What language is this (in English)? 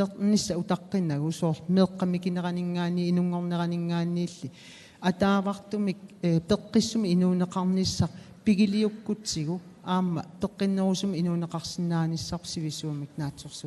Kalaallisut